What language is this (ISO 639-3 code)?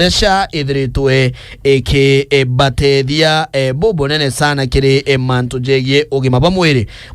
mer